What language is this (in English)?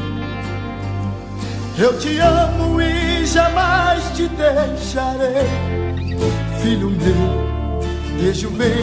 Portuguese